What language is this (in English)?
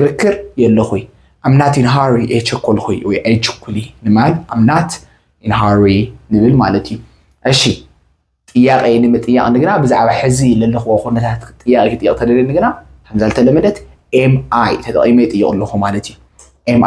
Tigrinya